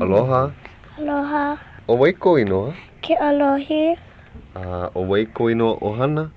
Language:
Hawaiian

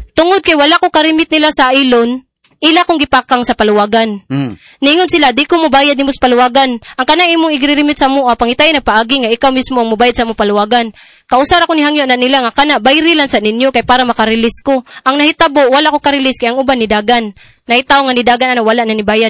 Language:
Cebuano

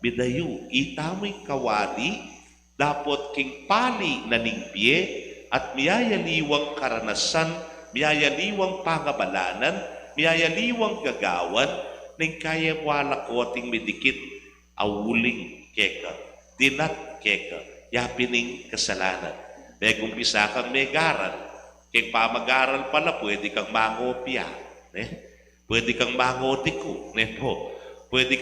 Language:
Pampanga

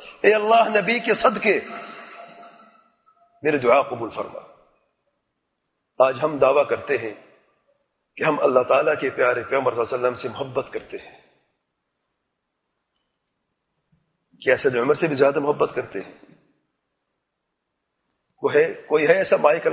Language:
Urdu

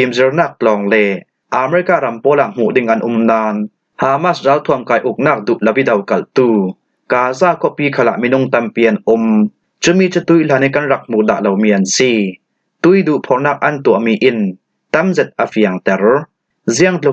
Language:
Falam Chin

